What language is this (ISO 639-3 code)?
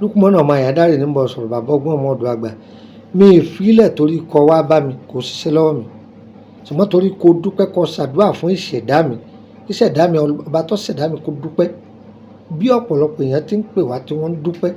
yor